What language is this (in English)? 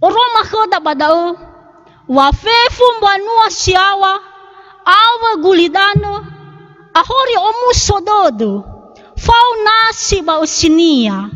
Nias